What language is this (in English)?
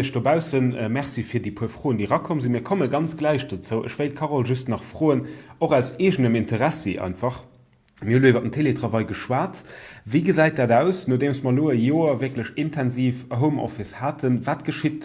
Luxembourgish